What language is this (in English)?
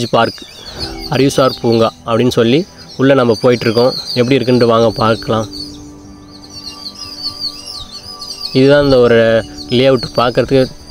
Tamil